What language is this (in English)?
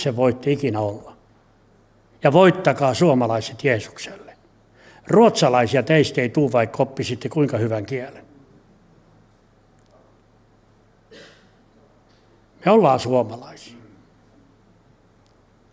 Finnish